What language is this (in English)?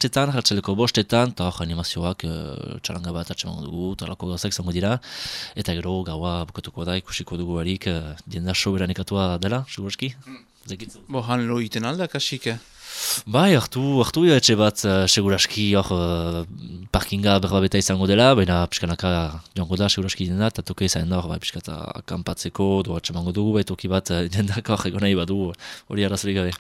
Basque